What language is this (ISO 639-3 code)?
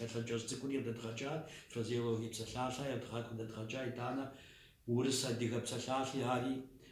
kbd